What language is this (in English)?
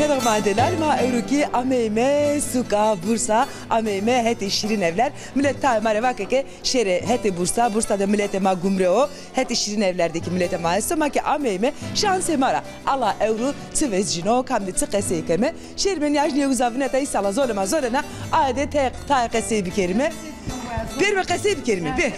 Zaza